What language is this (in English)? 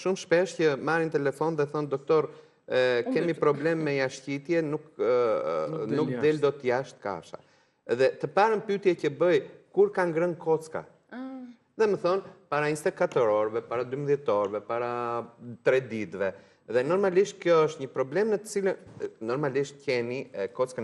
Albanian